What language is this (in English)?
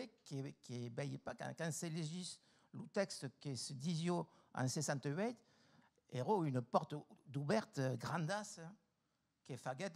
Occitan